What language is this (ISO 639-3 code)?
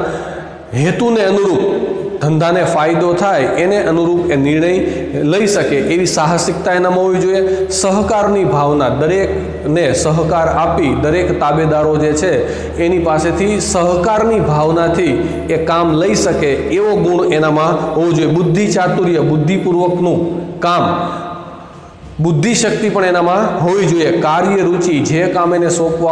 guj